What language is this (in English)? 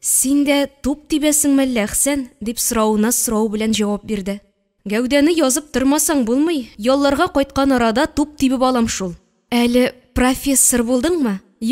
Tatar